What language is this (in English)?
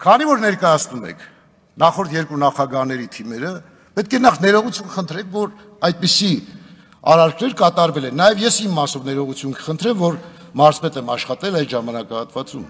Armenian